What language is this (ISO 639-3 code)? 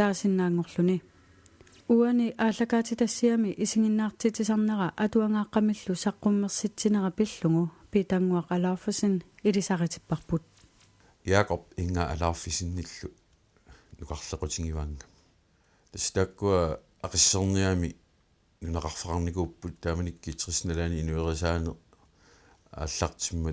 kal